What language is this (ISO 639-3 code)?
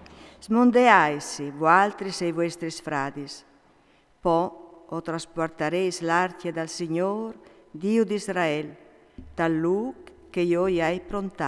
fur